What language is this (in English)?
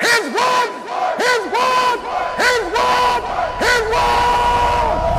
Sranan Tongo